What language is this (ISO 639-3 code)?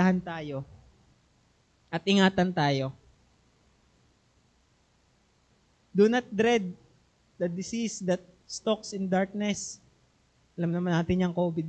fil